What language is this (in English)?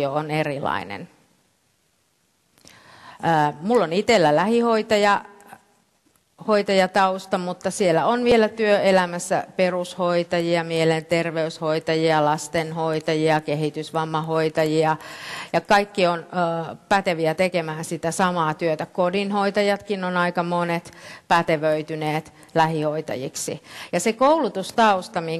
Finnish